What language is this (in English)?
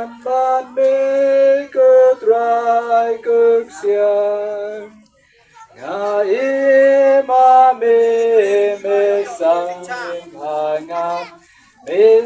Khasi